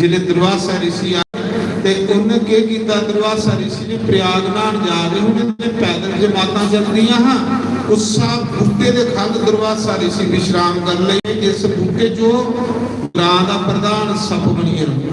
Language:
Dogri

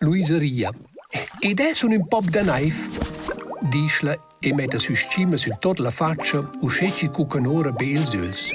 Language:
Romansh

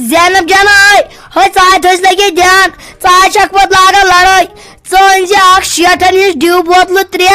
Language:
Kashmiri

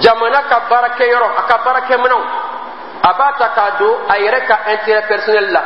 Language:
Dyula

